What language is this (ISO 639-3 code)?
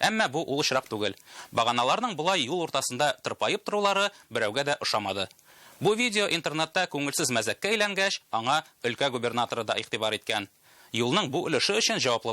tat